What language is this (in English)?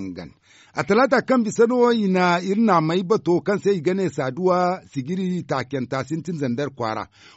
Zarma